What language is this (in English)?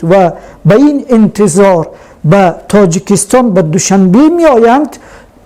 Tajik